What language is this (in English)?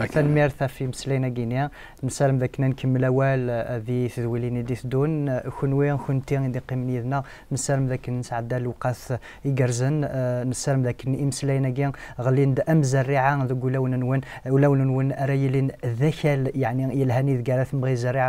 Kabyle